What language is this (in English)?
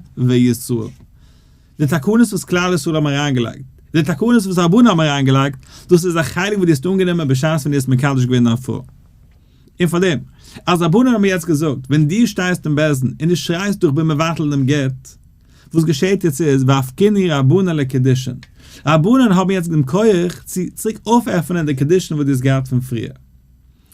Yiddish